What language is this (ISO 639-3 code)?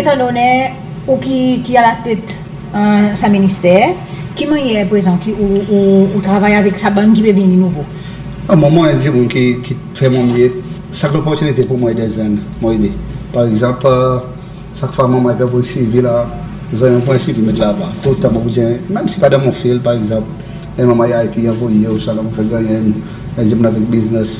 crs